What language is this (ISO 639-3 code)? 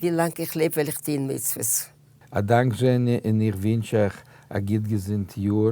yid